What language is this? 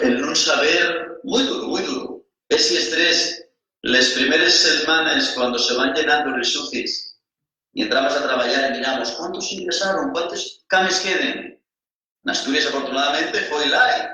Asturian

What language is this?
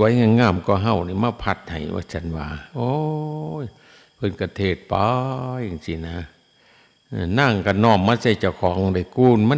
Northeastern Thai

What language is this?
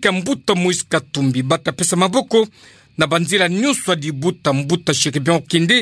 Kituba (Democratic Republic of Congo)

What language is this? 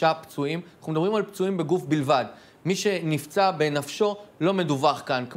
Hebrew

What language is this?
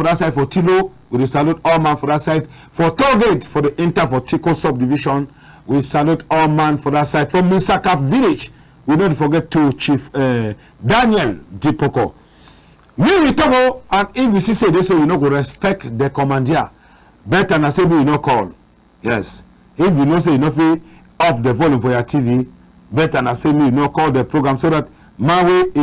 Cameroon Pidgin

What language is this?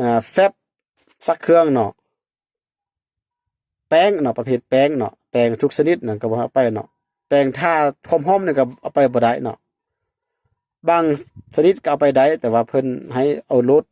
Lao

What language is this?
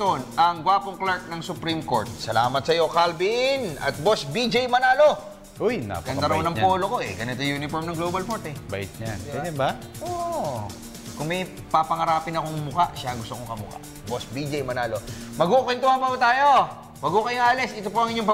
Filipino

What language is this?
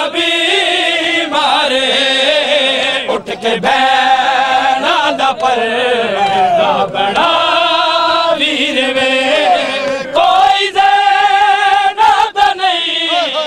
Hindi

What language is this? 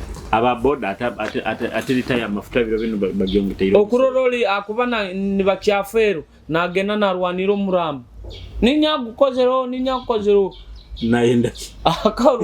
Nyoro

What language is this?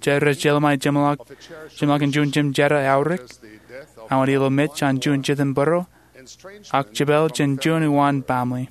Marshallese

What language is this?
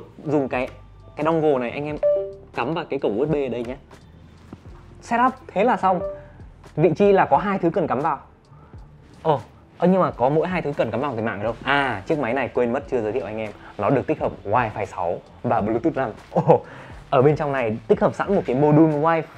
Vietnamese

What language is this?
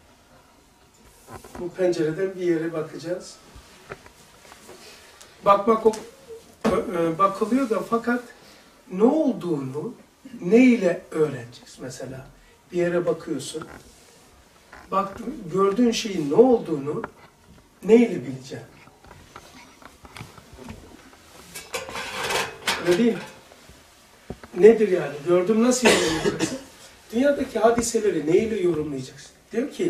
Turkish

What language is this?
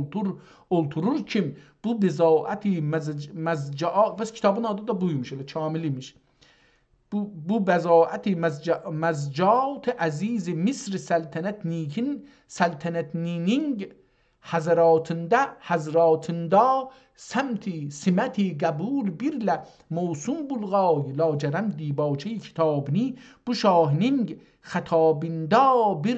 South Azerbaijani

